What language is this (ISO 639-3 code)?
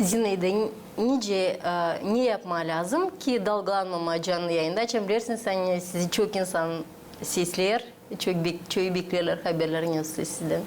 gag